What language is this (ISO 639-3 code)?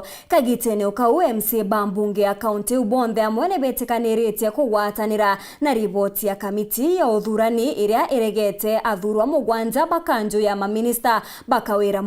mer